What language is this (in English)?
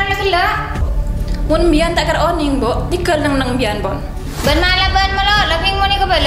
Madurese